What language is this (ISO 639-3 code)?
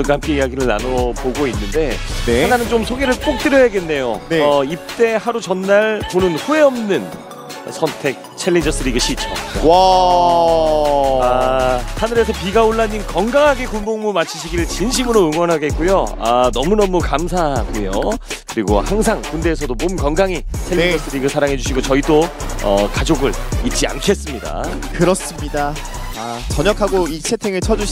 kor